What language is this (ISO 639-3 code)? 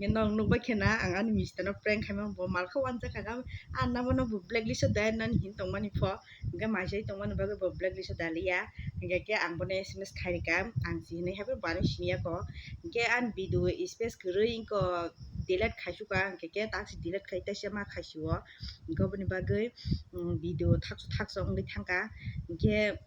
trp